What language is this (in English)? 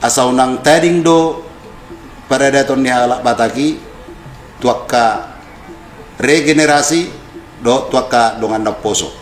Batak Toba